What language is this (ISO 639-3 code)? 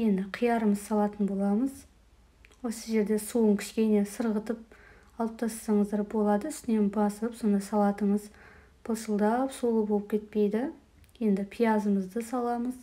kaz